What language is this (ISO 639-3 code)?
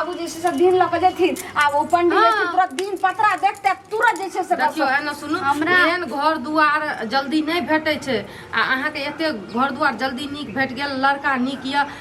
mai